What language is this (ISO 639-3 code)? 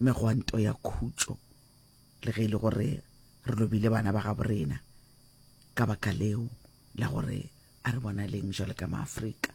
nso